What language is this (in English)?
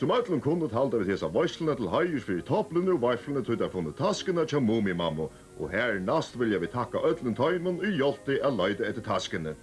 Faroese